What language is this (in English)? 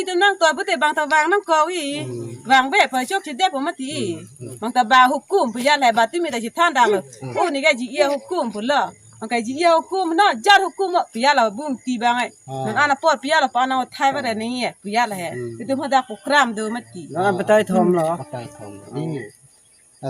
Karbi